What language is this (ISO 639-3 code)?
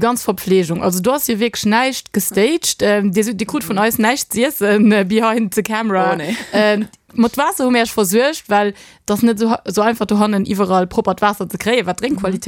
ltz